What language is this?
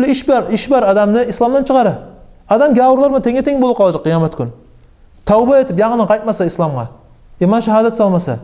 Kumyk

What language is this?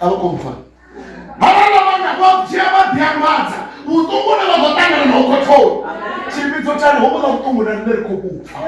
Venda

